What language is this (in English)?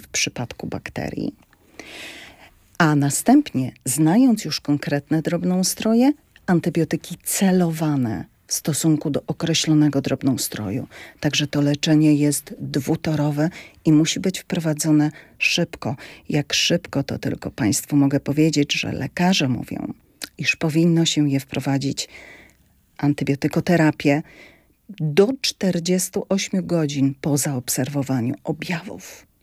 Polish